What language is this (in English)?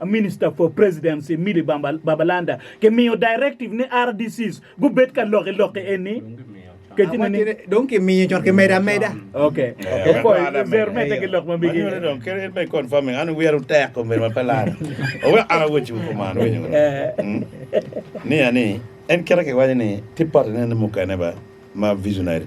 Acoli